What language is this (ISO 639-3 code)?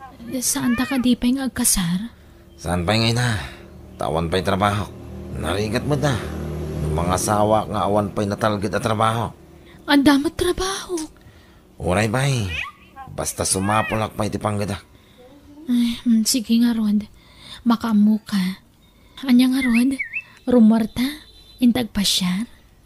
ilo